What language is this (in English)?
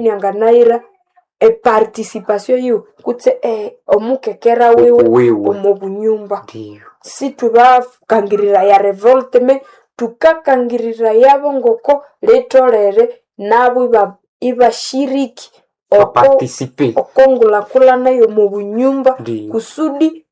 Nande